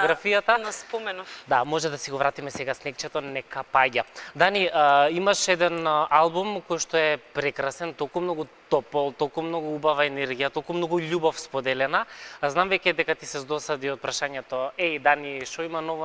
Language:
Macedonian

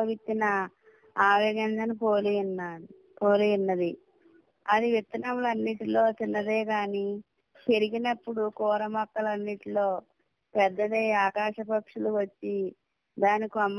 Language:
Telugu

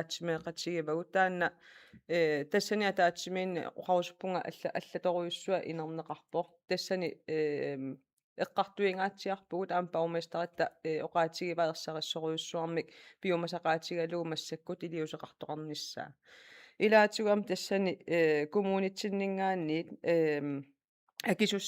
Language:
Kalaallisut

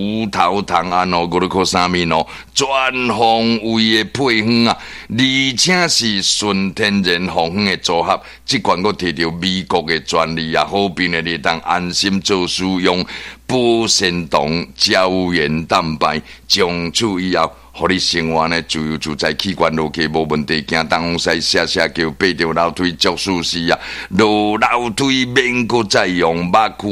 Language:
Min Nan Chinese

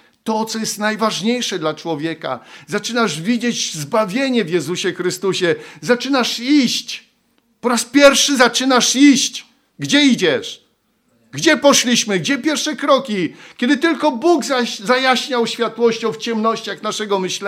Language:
Polish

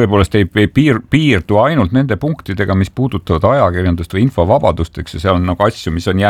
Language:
Estonian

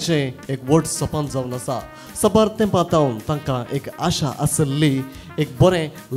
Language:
Konkani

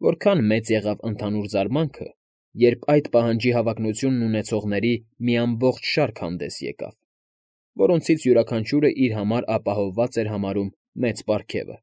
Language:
Armenian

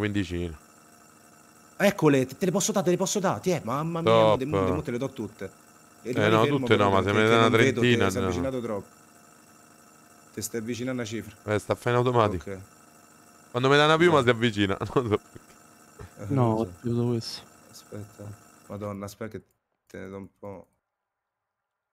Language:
Italian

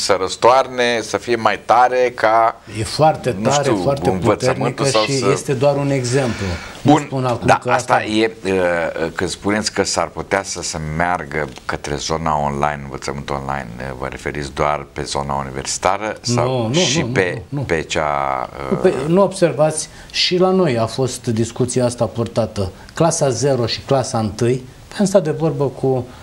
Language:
Romanian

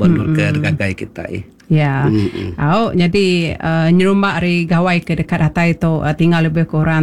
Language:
Iban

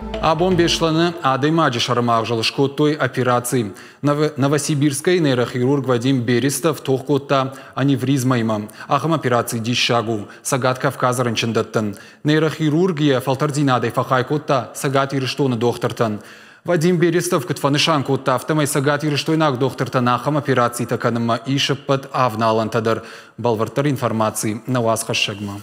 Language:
Ossetic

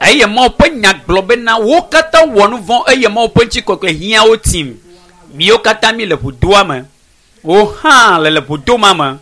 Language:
Ewe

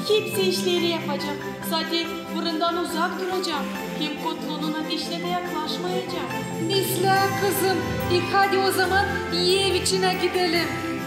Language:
Gagauz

